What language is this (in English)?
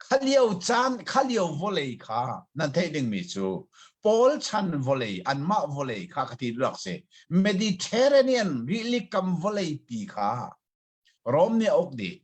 Hakha Chin